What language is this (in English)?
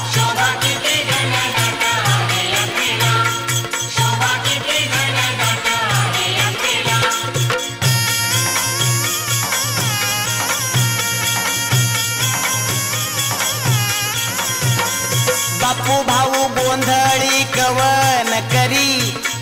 Marathi